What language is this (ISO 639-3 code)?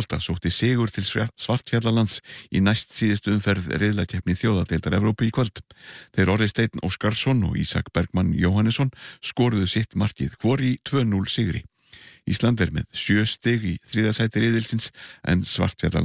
isl